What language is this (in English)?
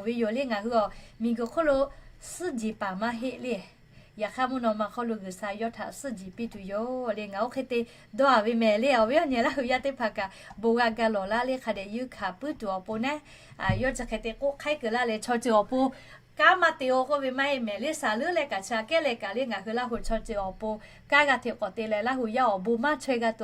Lahu